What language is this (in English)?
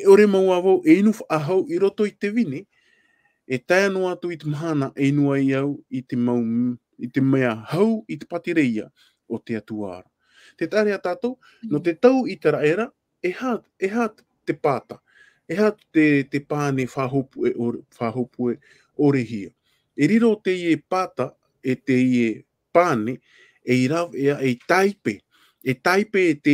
Tahitian